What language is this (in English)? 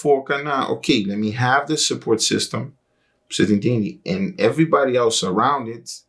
Kabuverdianu